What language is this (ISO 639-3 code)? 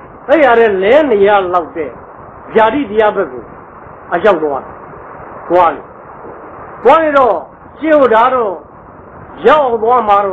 mya